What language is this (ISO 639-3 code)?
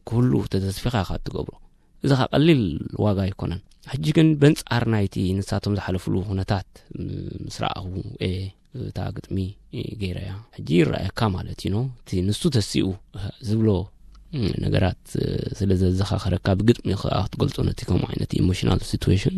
tir